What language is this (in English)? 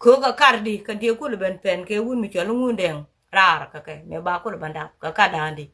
Nuer